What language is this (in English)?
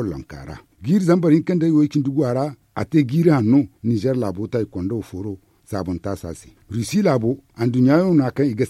Zarma